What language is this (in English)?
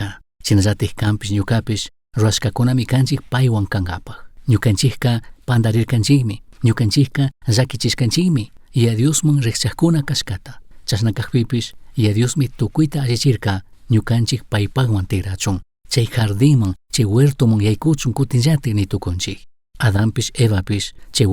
Chimborazo Highland Quichua